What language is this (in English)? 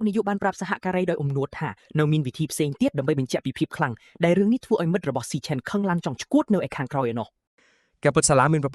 Khmer